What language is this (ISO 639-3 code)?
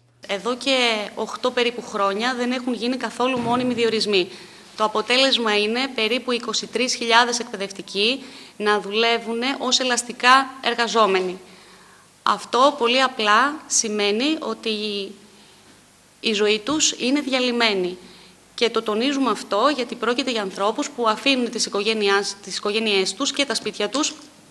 ell